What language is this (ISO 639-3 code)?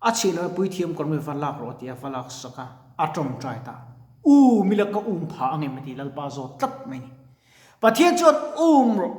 lus